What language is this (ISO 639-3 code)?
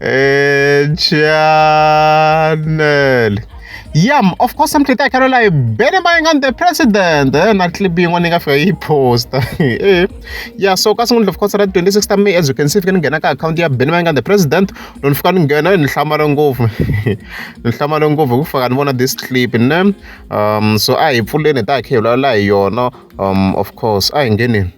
tso